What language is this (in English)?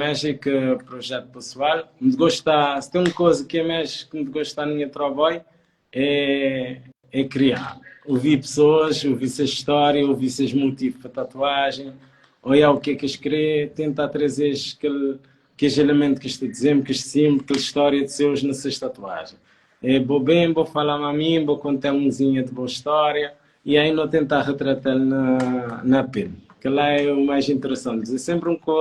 Kabuverdianu